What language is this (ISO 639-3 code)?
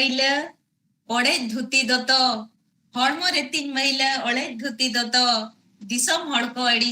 sat